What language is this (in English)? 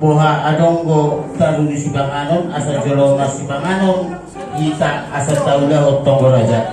Batak Toba